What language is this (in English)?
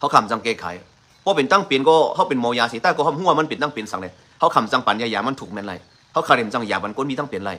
Shan